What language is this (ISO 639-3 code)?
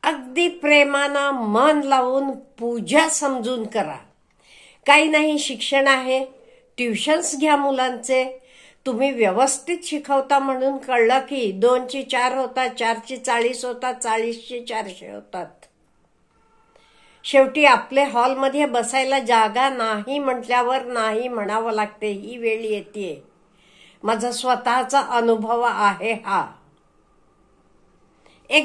mar